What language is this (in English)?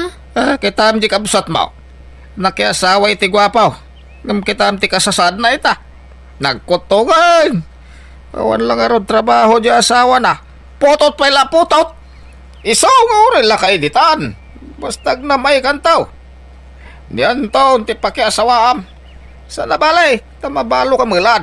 Iloko